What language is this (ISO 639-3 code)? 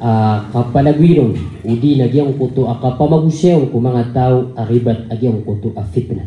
mrw